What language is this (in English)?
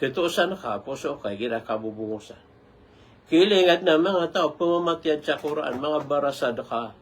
Maranao